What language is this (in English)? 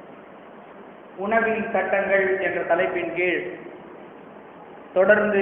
Tamil